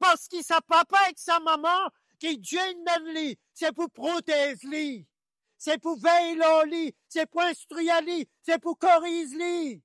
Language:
Morisyen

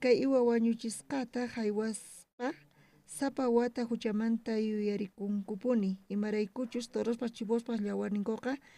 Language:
South Bolivian Quechua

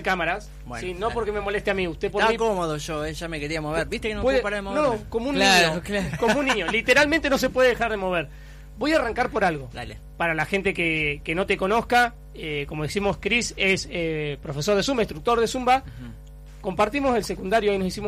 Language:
Spanish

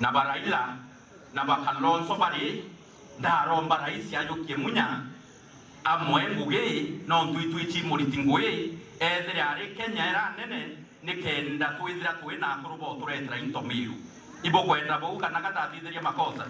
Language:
Meru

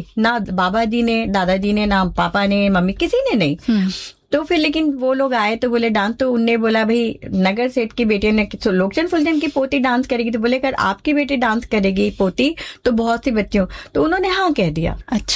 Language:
Hindi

